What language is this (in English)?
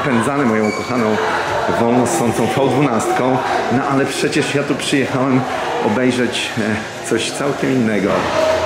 Polish